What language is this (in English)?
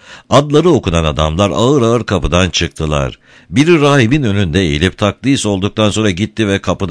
Turkish